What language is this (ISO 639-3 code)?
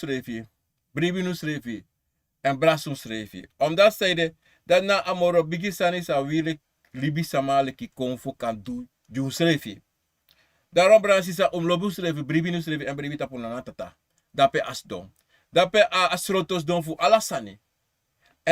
srn